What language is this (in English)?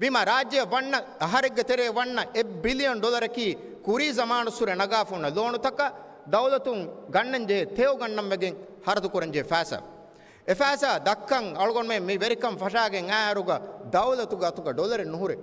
Divehi